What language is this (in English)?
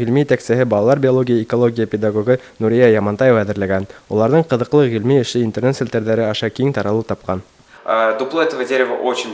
Bashkir